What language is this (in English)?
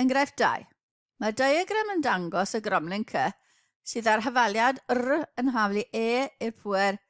Welsh